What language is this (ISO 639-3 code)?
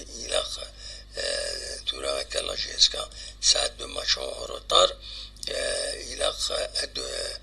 kab